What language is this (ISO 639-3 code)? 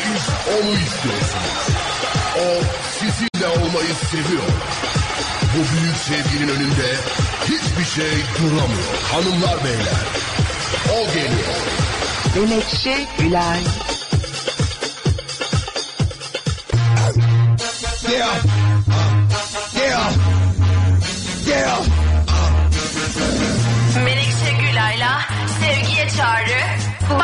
tur